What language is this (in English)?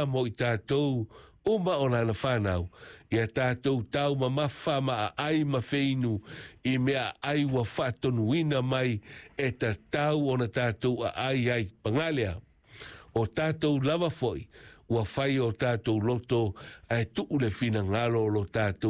Samoan